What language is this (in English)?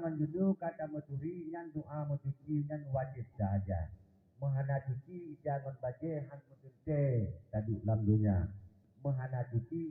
Achinese